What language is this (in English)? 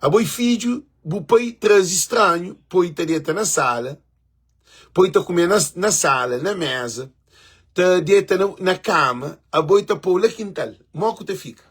Kabuverdianu